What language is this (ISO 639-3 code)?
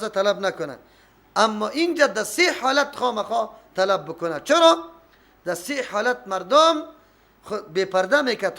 fas